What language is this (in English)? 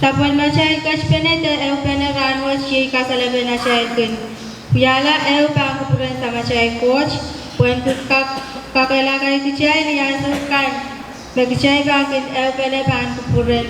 Pohnpeian